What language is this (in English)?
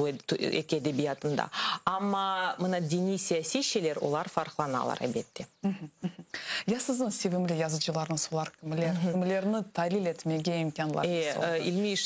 Crimean Tatar